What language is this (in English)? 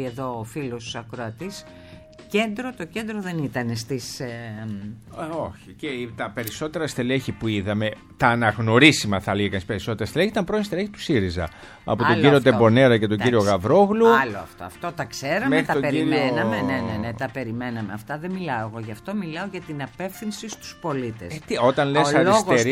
Greek